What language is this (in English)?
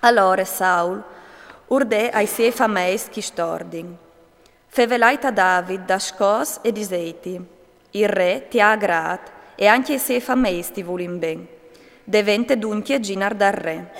Friulian